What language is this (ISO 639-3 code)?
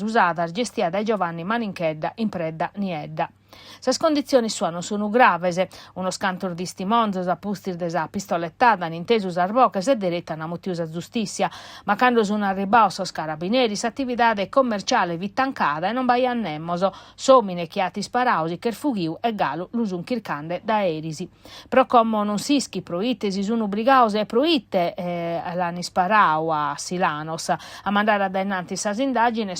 srd